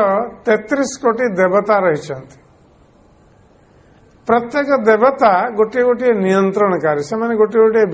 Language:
Odia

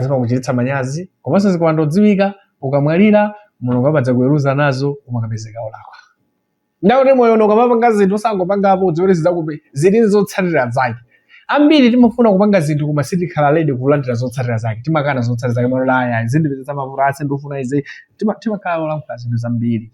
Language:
Nyanja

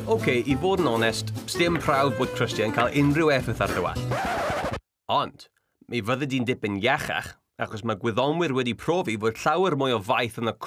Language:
Welsh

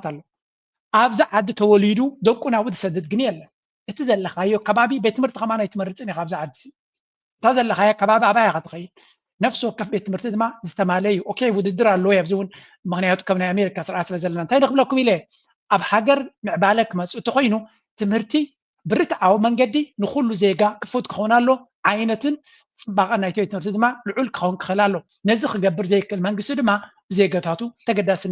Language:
Tigrinya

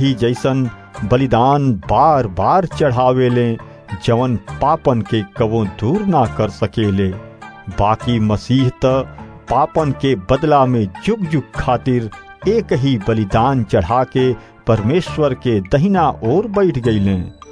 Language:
Bhojpuri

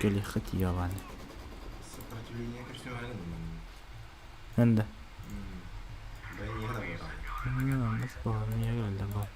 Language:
Yakut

